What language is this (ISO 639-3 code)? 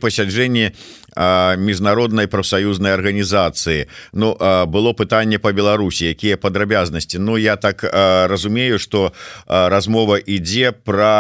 bel